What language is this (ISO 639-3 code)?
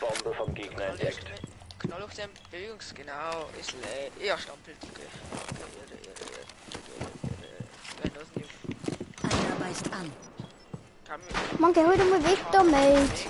bar